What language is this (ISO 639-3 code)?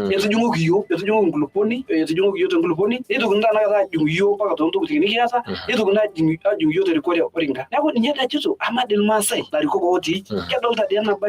mas